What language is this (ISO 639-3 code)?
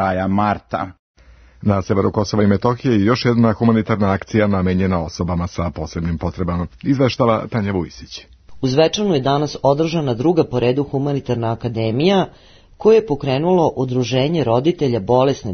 srp